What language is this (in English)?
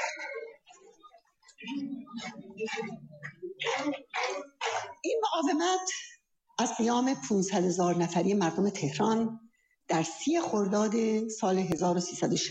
Persian